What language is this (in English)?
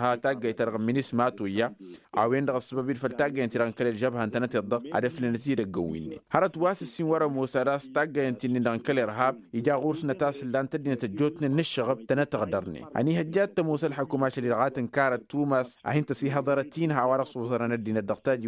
Tamasheq